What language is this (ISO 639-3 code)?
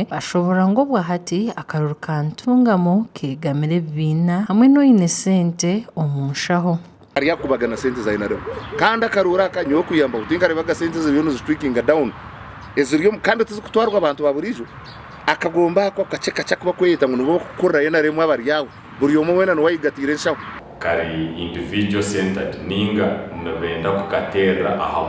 nyn